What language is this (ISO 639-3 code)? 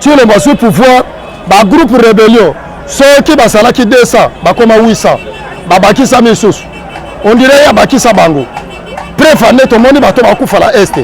lin